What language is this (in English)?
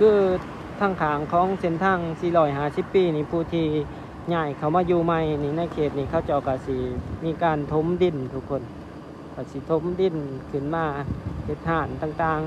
Lao